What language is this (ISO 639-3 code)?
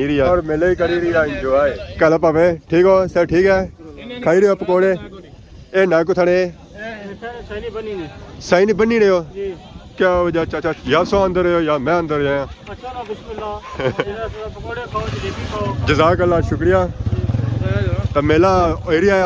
phr